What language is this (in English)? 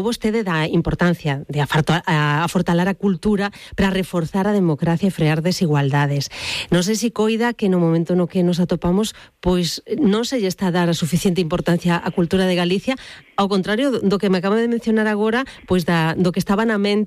Galician